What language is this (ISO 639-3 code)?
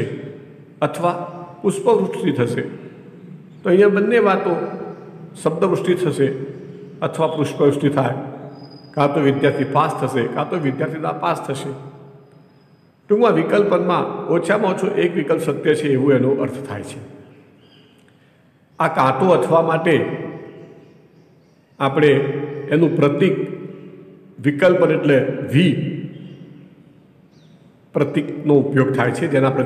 guj